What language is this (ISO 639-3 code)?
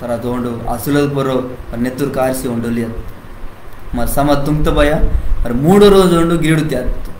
kff